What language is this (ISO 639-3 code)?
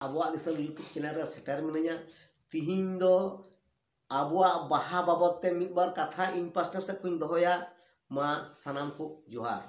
sat